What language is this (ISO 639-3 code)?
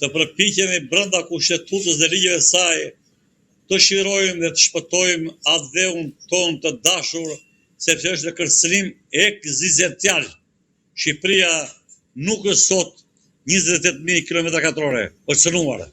sqi